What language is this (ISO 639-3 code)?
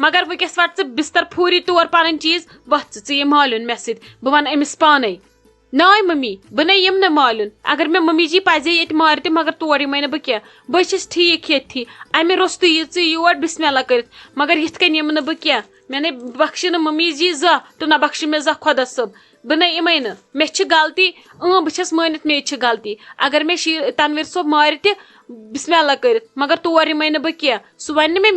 kas